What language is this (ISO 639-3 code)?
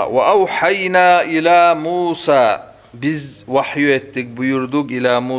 kum